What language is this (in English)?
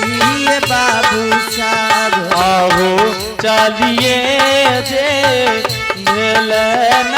Angika